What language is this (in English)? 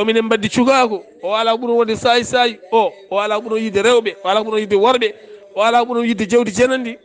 Fula